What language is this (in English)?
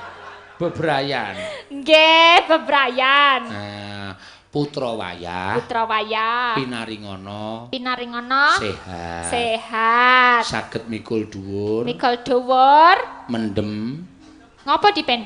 Javanese